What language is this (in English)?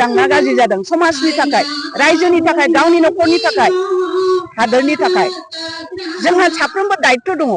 Bodo